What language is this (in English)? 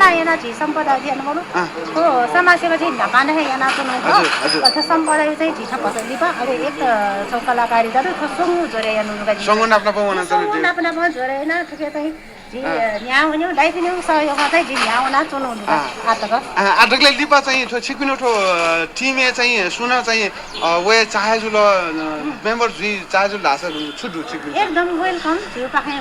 Newari